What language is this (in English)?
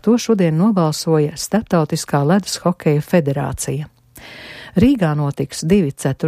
Latvian